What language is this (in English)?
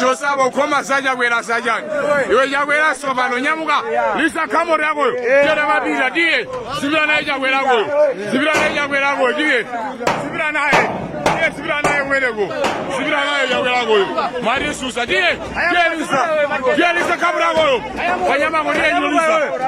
Nyanja